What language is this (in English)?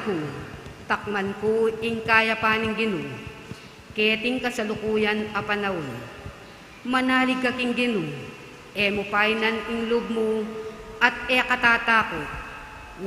Pampanga